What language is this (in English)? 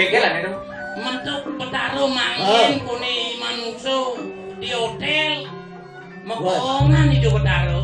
Balinese